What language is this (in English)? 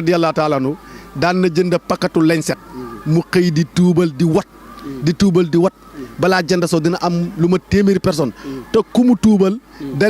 Wolof